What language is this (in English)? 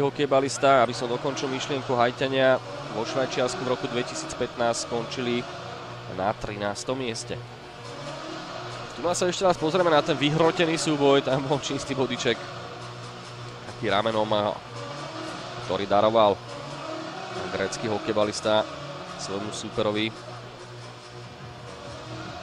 Slovak